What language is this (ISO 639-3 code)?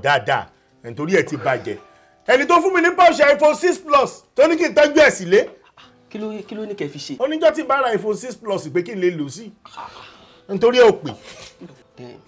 yor